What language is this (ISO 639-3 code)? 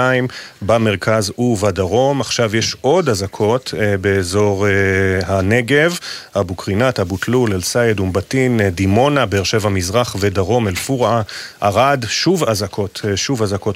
heb